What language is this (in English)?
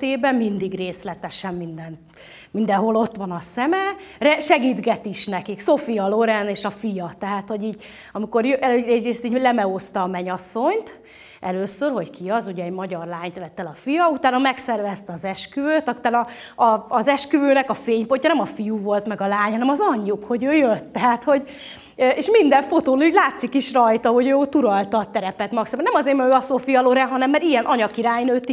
Hungarian